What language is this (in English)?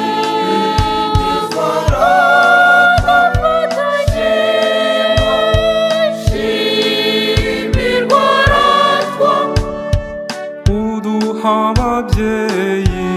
Kinyarwanda